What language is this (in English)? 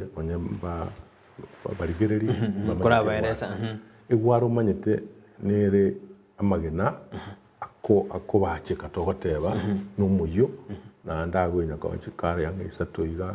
Gusii